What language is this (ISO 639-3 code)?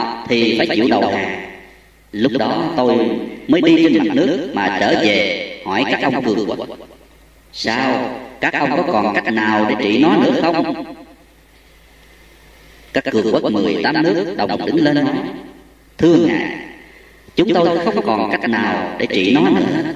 vie